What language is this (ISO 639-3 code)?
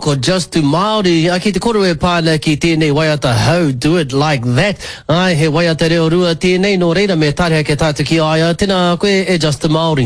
mri